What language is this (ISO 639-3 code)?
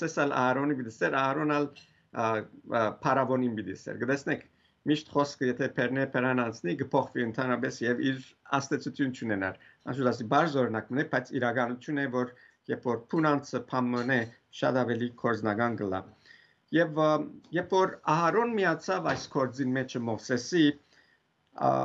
hyw